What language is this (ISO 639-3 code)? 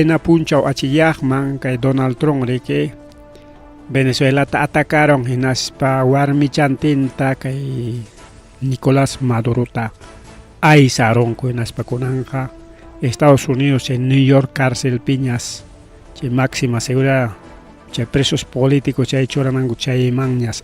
quy